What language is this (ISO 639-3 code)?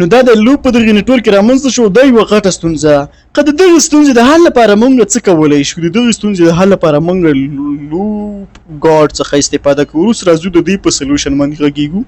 pus